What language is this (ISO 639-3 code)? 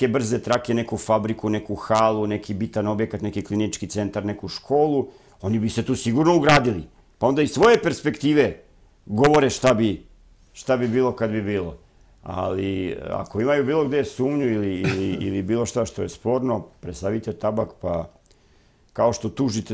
srp